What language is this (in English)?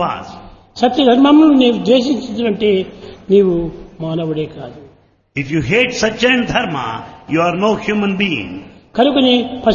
Telugu